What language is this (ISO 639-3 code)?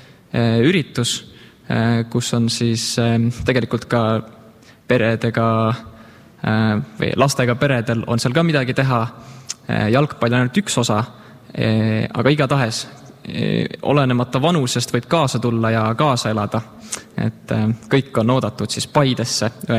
est